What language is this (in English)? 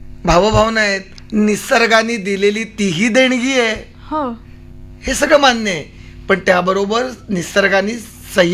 Marathi